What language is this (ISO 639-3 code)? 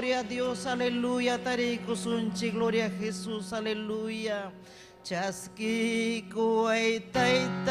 quy